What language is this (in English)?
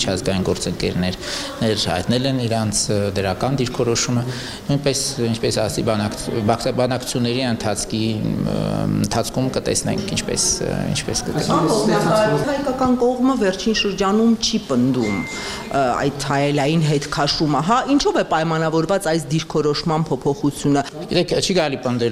Armenian